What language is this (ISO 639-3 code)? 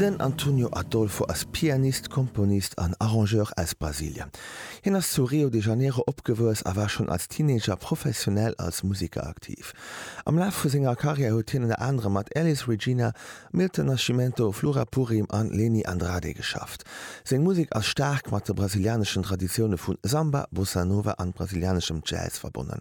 ltz